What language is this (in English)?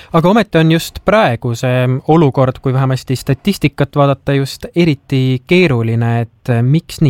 Estonian